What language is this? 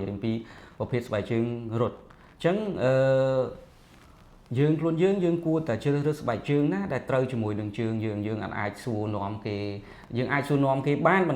Khmer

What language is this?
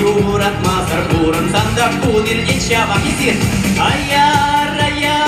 Chuvash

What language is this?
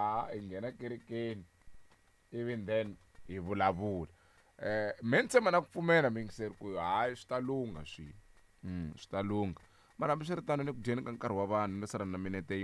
Tsonga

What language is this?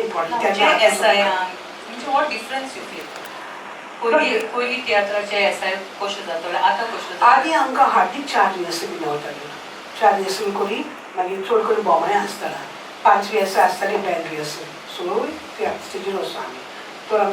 Konkani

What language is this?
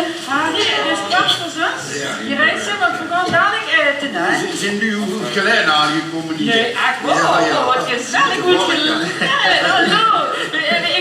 Limburgish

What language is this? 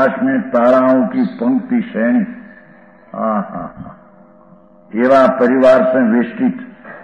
Gujarati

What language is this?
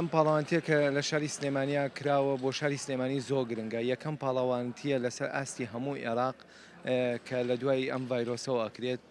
Central Kurdish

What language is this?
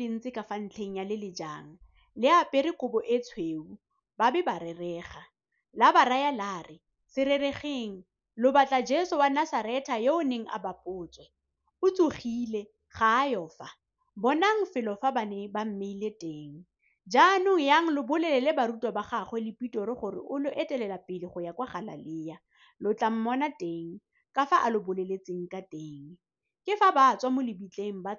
Tswana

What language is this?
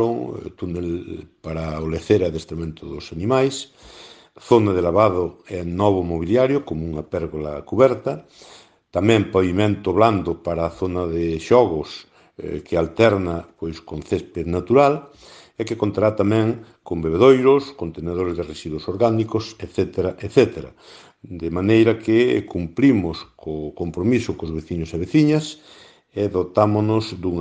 Galician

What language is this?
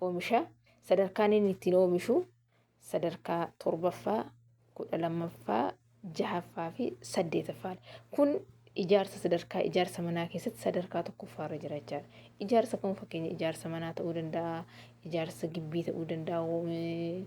Oromo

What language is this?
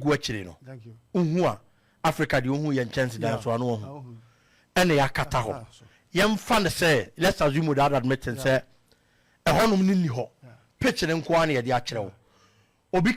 Akan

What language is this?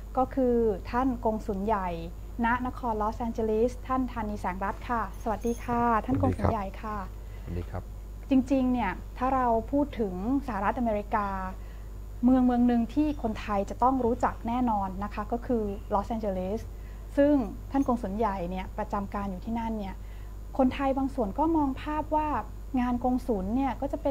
Thai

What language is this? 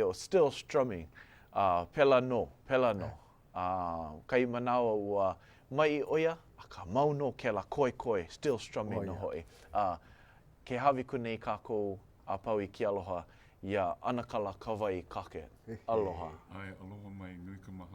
Hawaiian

